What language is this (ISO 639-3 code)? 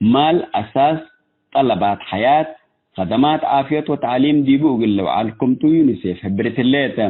tig